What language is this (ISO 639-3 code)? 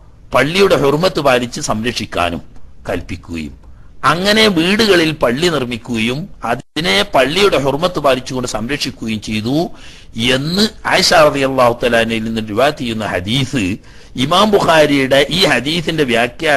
mal